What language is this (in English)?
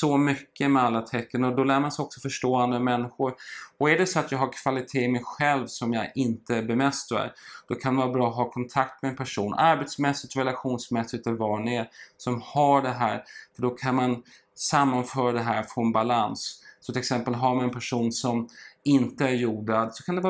Swedish